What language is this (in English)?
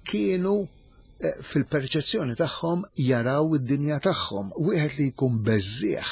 Maltese